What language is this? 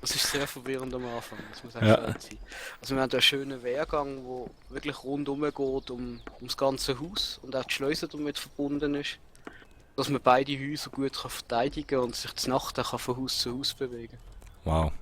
Swiss German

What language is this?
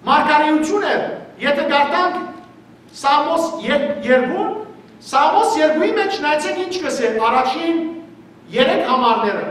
Western Armenian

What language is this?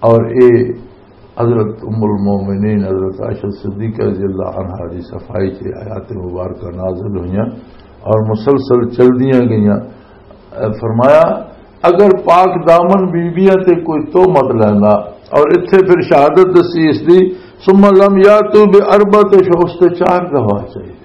Western Panjabi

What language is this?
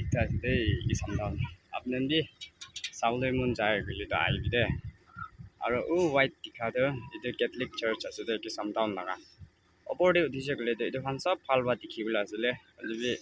Naga Pidgin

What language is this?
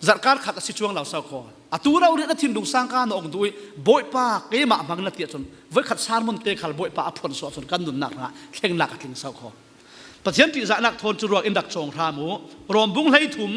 Falam Chin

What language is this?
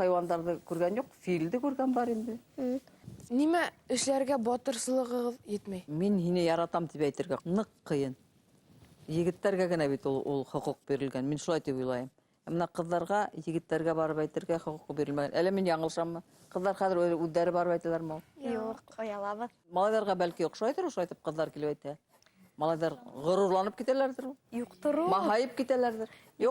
Bashkir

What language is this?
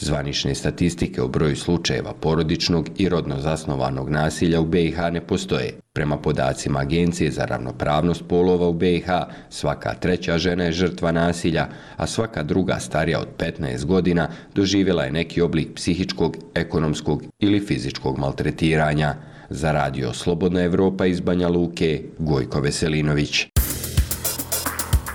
Bosnian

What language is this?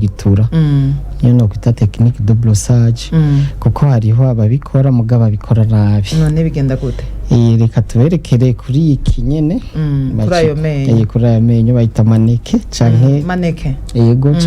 Rundi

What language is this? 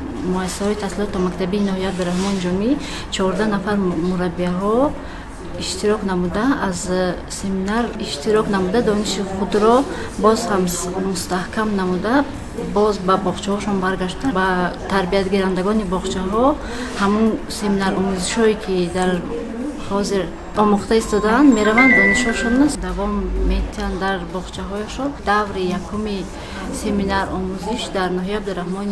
Tajik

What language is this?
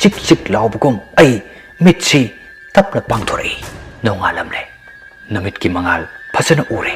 Manipuri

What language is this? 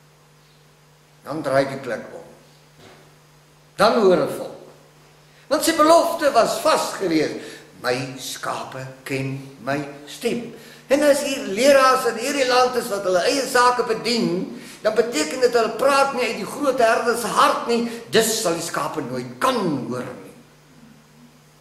Afrikaans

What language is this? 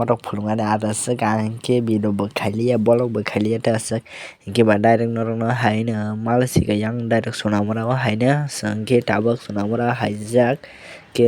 Kok Borok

